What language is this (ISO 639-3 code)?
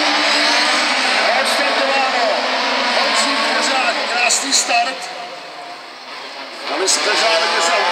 ces